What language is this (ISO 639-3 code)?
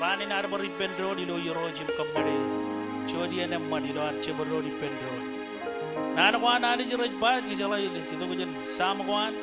mah